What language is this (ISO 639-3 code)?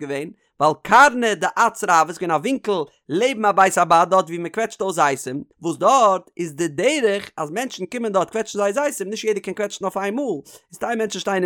yid